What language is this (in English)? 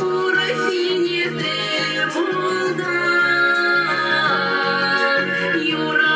Chuvash